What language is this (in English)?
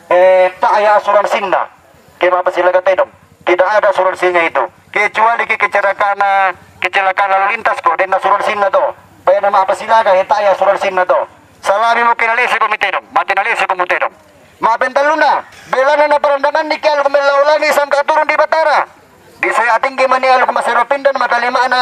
Toraja-Sa'dan